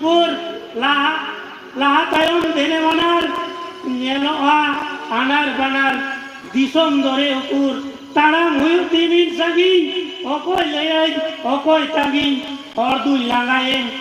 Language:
Santali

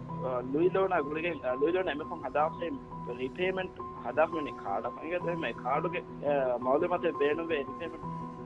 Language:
Divehi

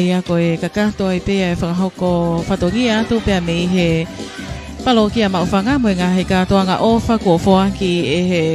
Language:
Tongan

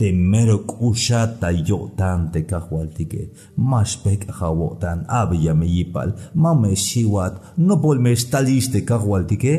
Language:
Tzeltal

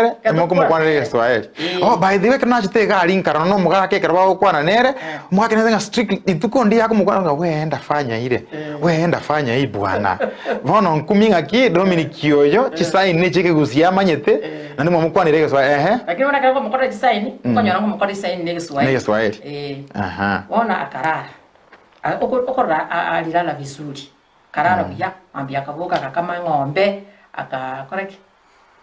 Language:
Gusii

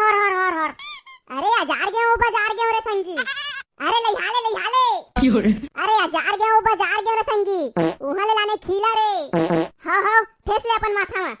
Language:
Chhattisgarhi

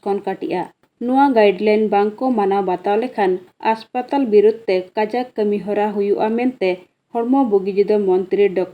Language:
Santali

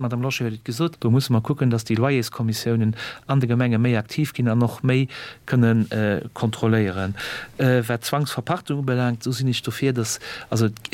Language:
Luxembourgish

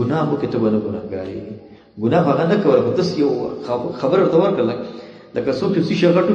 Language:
Pashto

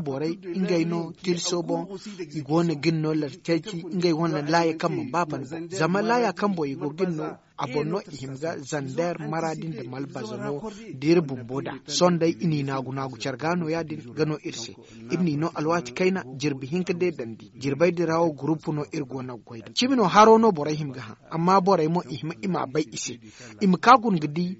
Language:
Zarma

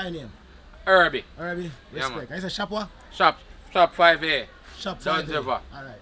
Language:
Jamaican Creole English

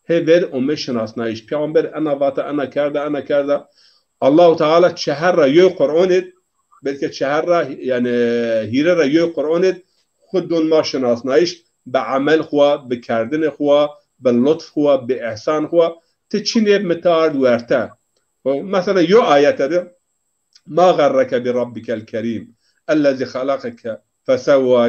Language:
Zaza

